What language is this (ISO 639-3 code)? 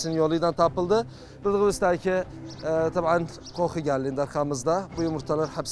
tur